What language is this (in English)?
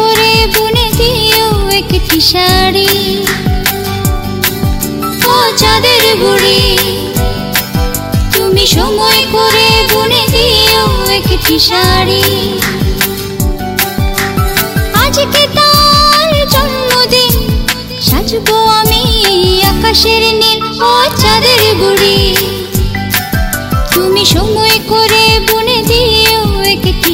Bangla